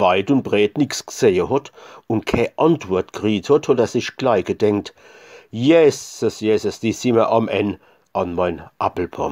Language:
Palatine German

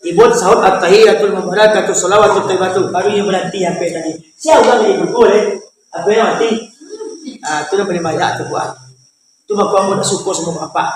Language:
Minangkabau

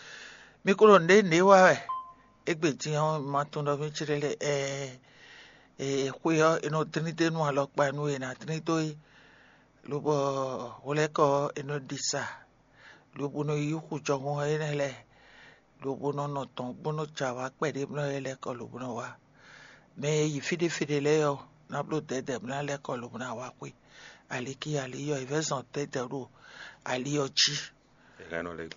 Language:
Fon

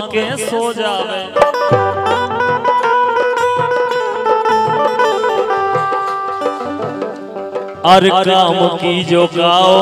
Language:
Bundeli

